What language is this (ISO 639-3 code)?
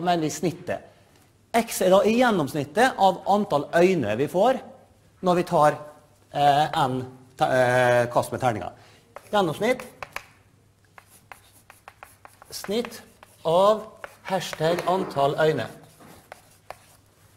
nor